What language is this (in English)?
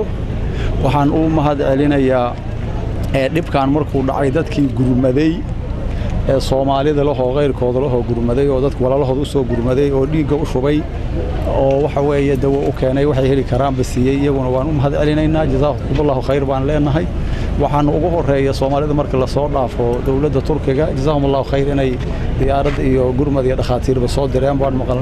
Somali